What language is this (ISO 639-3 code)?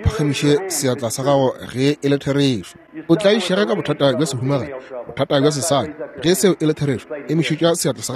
nso